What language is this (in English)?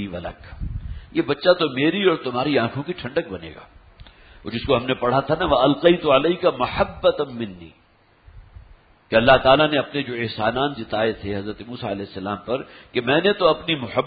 Urdu